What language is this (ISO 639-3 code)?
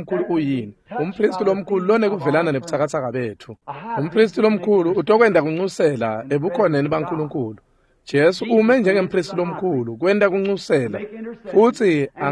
ssw